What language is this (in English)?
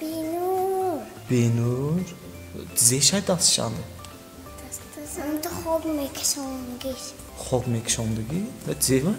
Tajik